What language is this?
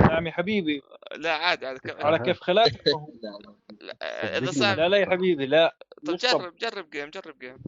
North Levantine Arabic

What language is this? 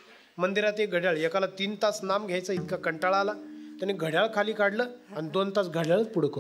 Marathi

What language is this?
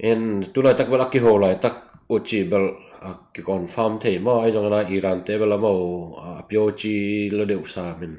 Tedim Chin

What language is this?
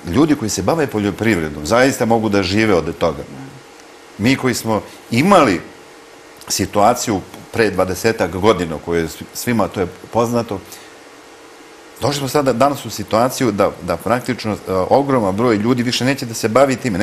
Serbian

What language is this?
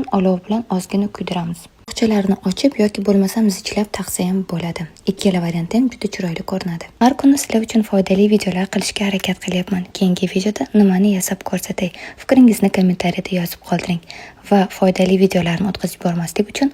Uzbek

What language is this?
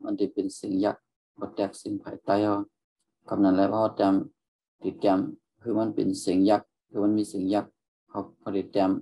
Shan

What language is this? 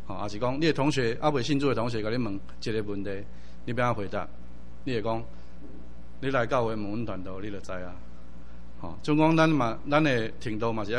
Min Nan Chinese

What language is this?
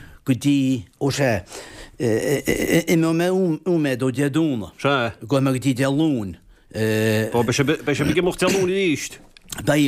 Irish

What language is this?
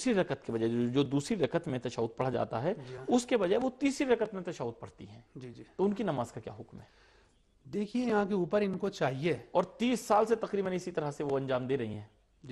Urdu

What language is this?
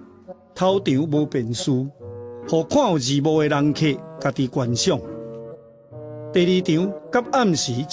Min Nan Chinese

